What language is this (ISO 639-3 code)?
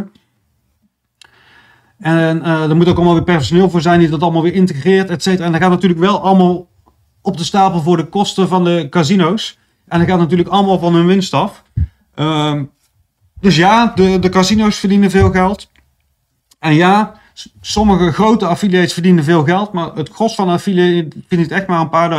nld